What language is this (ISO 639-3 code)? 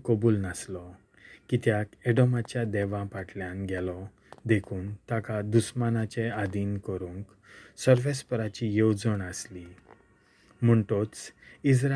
kok